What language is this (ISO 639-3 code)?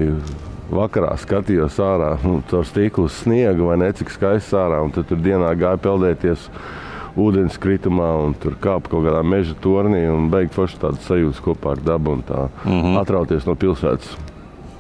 lav